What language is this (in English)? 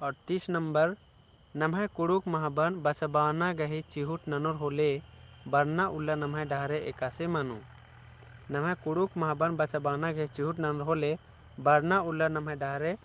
Kurukh